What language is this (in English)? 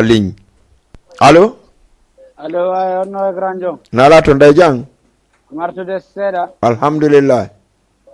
Fula